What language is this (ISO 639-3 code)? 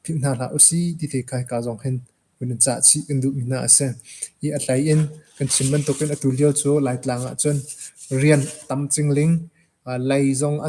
cnh